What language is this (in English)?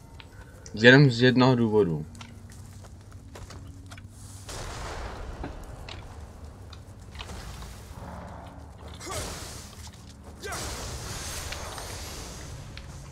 Czech